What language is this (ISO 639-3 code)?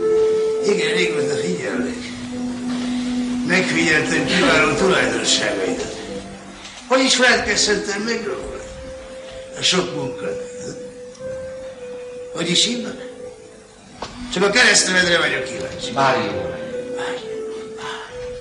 hun